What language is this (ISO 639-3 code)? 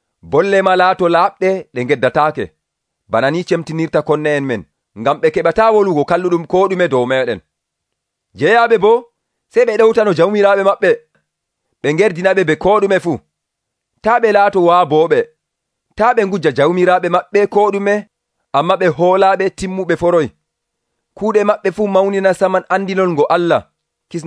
fuv